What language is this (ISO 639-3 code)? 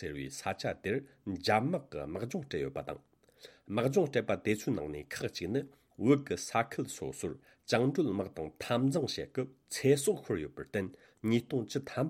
bod